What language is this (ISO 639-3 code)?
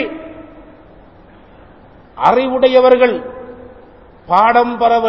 tam